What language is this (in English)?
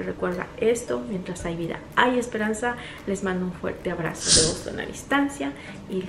Spanish